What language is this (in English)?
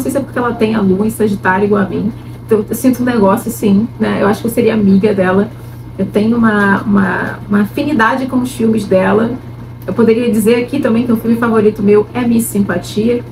Portuguese